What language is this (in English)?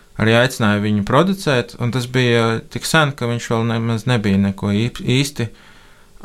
Latvian